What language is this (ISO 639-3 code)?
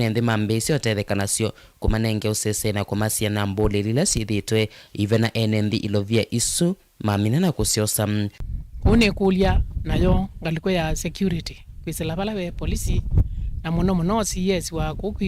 kam